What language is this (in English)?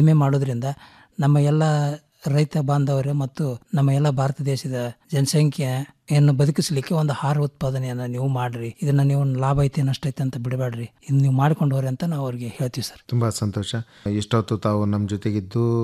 Kannada